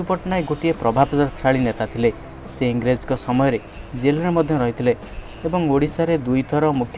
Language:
Odia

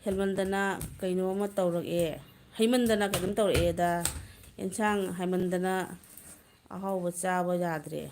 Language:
Manipuri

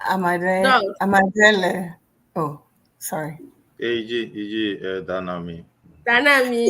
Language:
Ewe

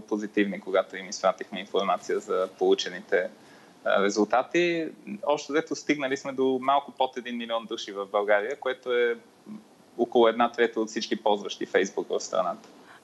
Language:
Bulgarian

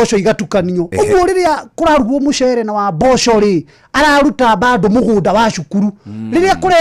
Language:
Kikuyu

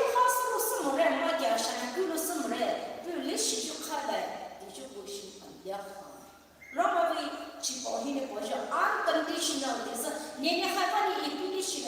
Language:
Poumei Naga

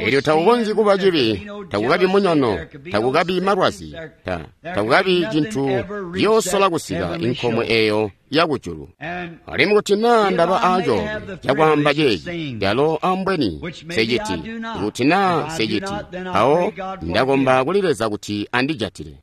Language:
Tonga (Zambia)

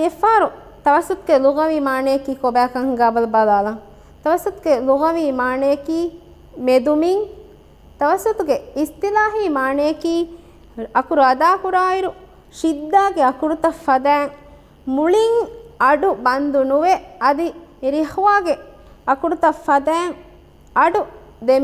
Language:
Divehi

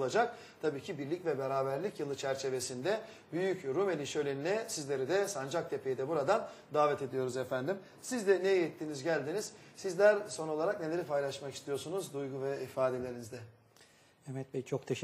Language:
Turkish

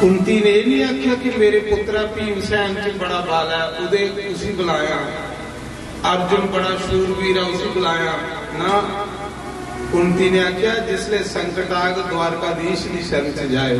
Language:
Dogri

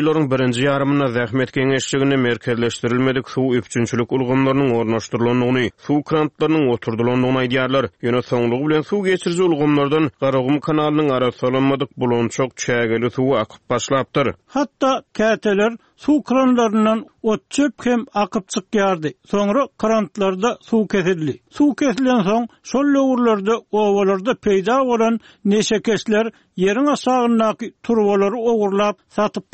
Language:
Turkmen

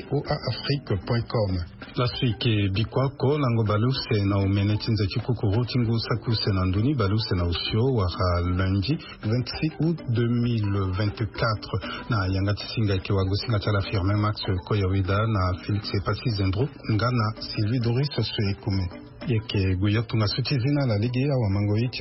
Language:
Sango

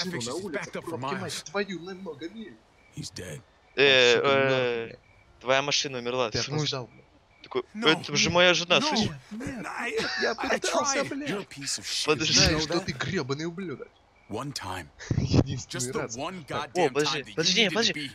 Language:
Russian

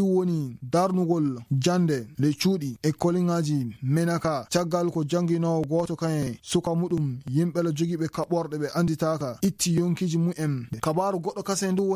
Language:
Fula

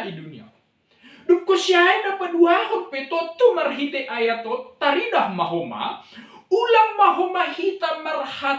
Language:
Batak Simalungun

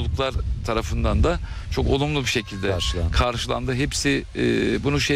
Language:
Turkish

